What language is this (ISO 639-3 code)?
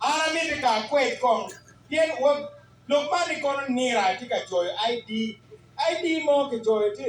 ach